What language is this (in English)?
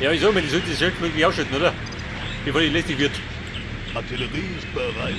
Bavarian